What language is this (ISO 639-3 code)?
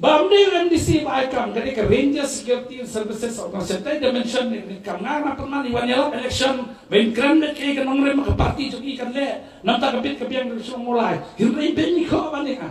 kha